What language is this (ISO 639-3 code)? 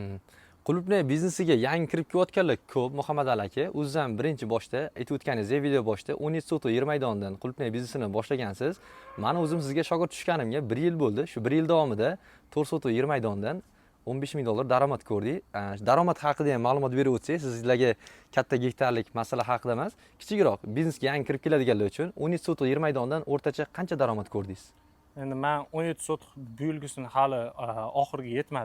uzb